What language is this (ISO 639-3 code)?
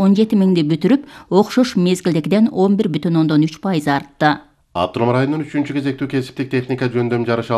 kir